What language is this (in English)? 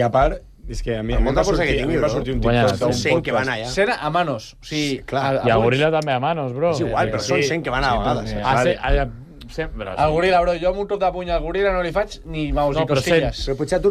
Catalan